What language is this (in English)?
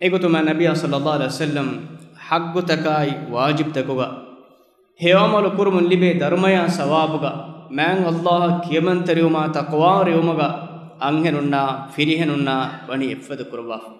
Divehi